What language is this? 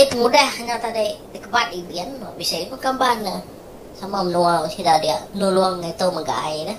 Iban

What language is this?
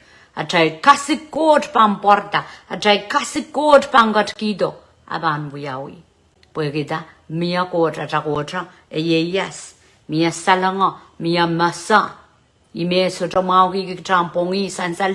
Pohnpeian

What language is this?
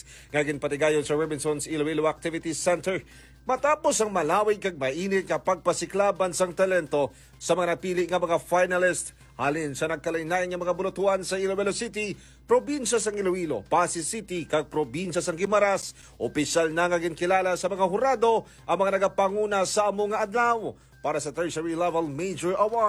Hiligaynon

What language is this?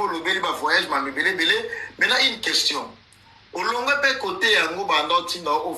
Lingala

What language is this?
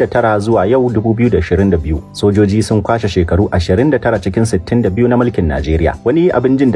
Hausa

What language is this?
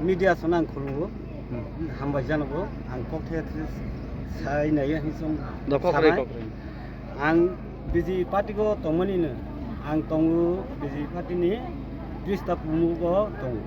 Kok Borok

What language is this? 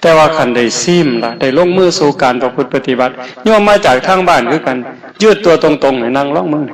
Northeastern Thai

